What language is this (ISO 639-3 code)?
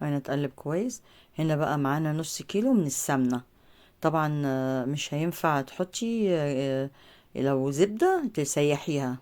arz